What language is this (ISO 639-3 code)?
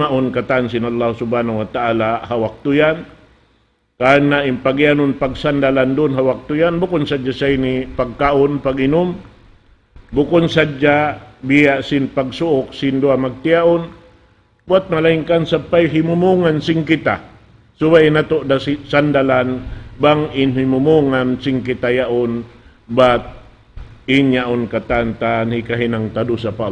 tsg